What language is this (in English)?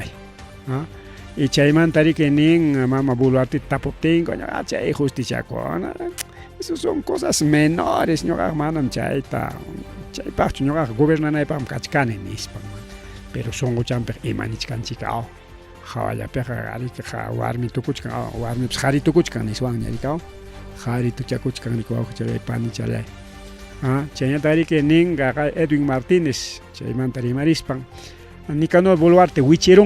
Ayacucho Quechua